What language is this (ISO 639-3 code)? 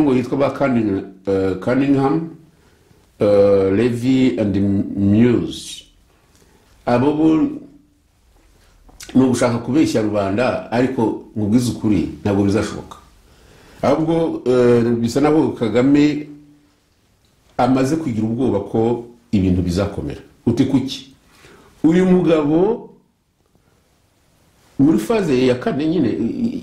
kin